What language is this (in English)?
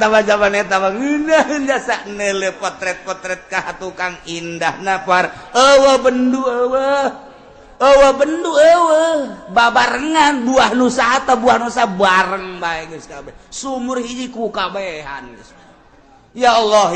Sundanese